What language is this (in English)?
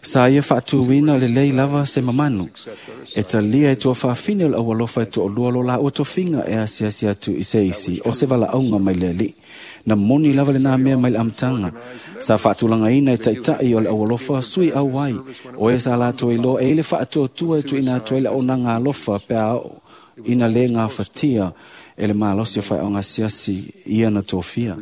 Samoan